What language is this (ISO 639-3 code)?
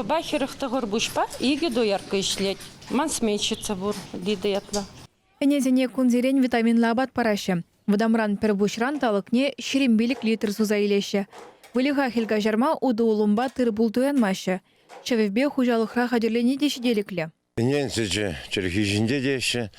chv